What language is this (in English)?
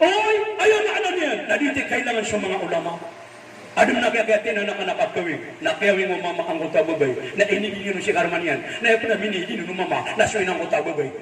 Maranao